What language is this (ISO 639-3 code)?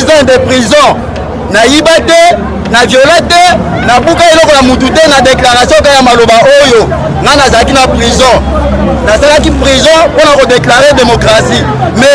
lin